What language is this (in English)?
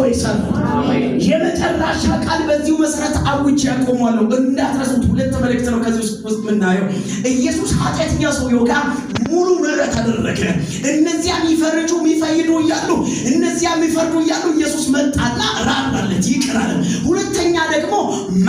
Amharic